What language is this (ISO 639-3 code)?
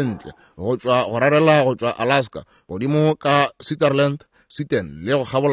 nso